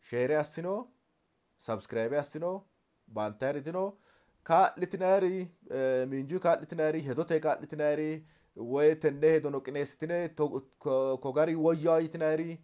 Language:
Sidamo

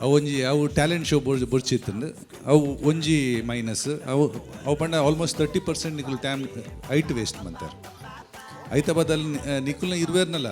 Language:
Tulu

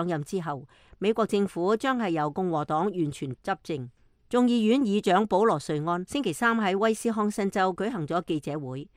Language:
Cantonese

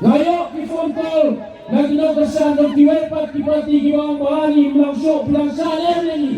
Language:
Khasi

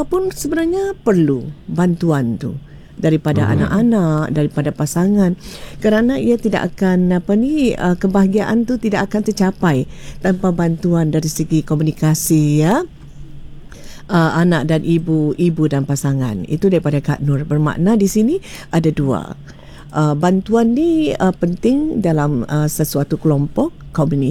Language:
Malay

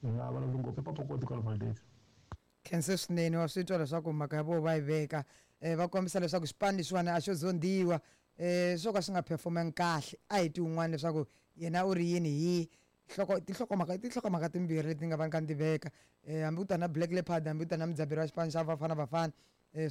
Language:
Tsonga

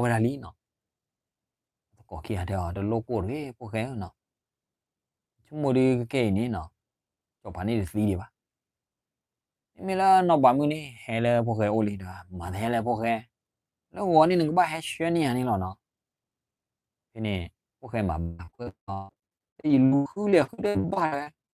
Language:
S'gaw Karen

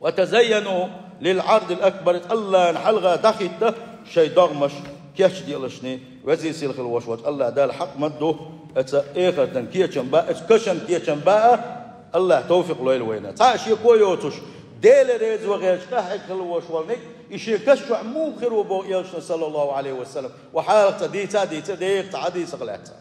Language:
Chechen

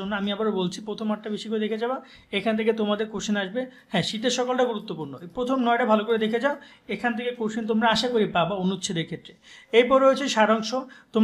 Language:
Bangla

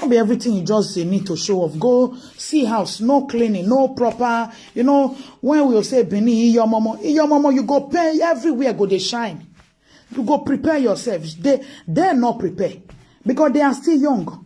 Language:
Nigerian Pidgin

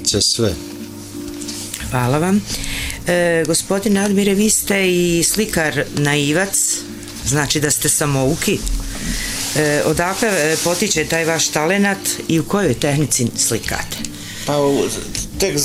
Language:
Bosnian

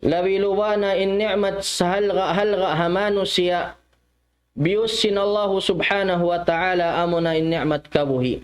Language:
Tausug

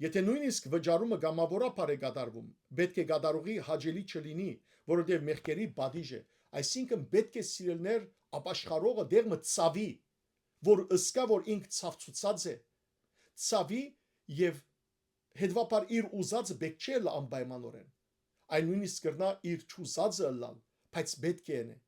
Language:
Western Armenian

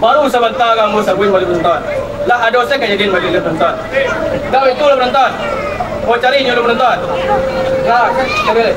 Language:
Minangkabau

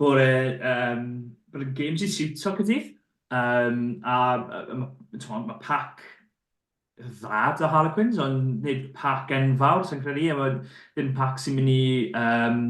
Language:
Welsh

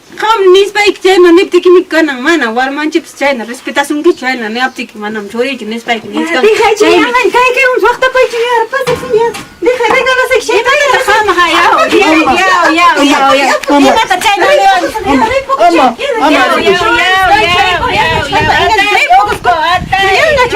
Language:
Ayacucho Quechua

